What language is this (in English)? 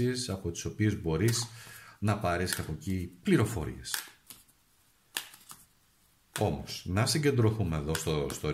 Greek